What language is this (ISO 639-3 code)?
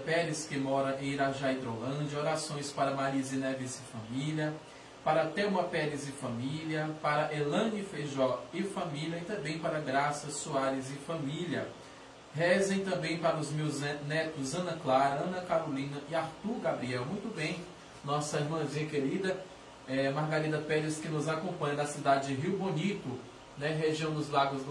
por